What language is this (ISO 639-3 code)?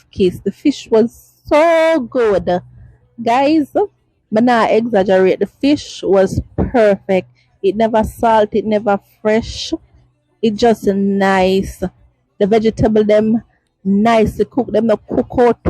jam